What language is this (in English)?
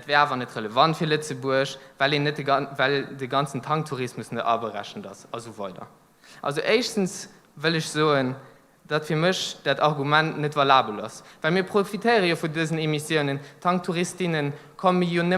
Luxembourgish